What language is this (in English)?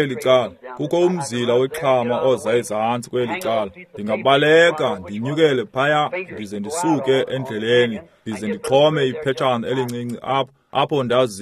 Xhosa